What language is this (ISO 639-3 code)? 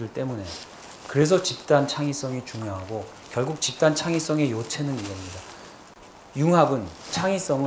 kor